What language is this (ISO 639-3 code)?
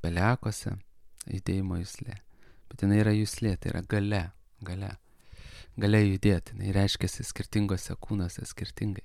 lit